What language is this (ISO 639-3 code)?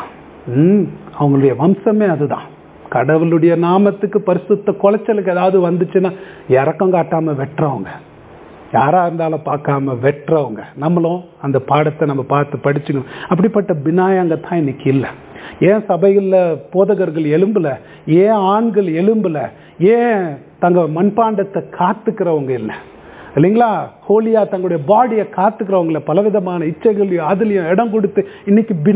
tam